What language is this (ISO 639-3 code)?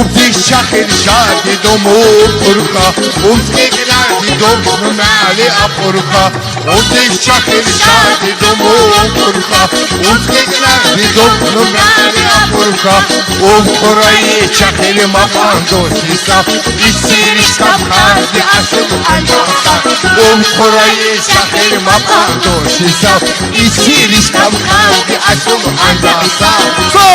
tab